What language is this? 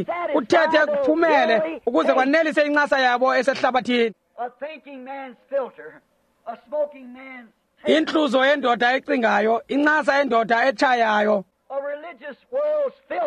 Xhosa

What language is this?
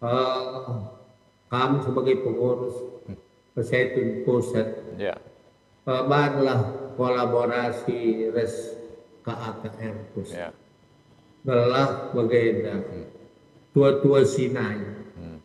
Batak Karo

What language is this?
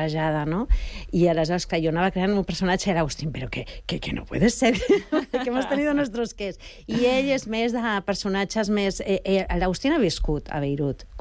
Catalan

